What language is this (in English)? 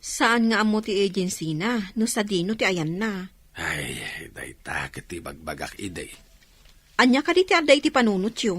Iloko